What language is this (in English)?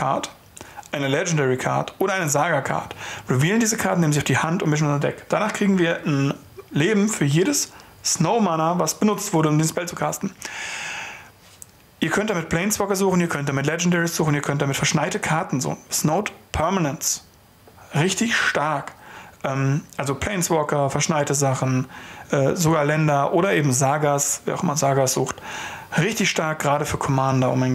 German